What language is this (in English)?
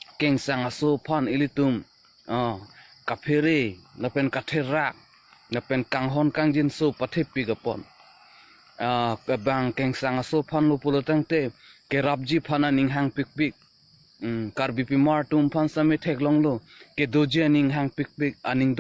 Karbi